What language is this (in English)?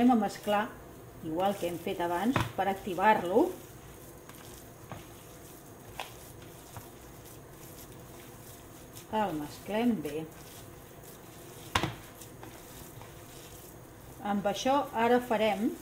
Catalan